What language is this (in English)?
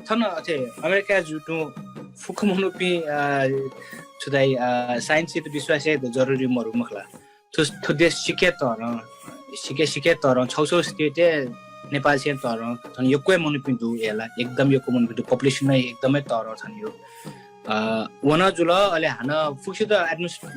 Newari